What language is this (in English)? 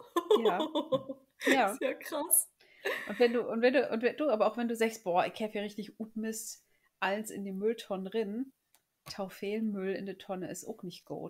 Low German